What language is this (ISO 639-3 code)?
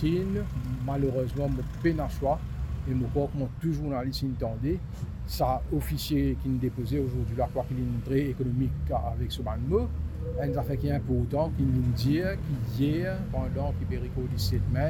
mfe